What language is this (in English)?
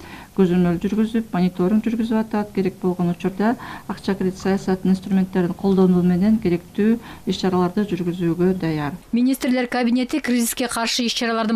Kyrgyz